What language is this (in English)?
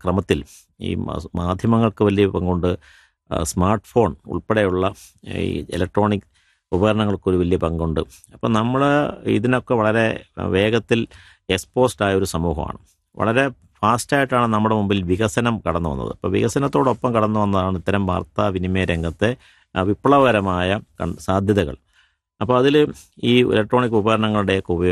Malayalam